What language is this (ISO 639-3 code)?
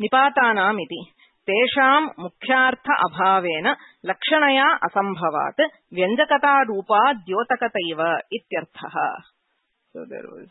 san